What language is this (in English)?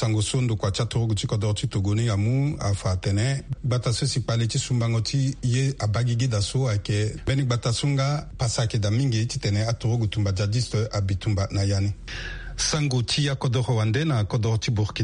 Sango